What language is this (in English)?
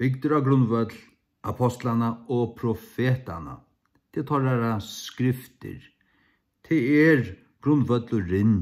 Faroese